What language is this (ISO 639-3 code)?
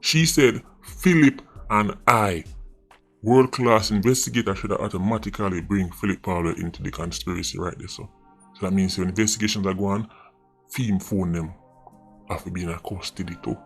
jam